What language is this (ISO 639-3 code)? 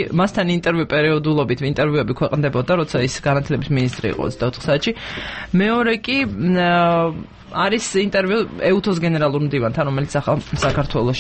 kat